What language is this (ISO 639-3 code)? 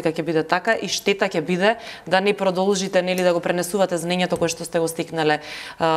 mkd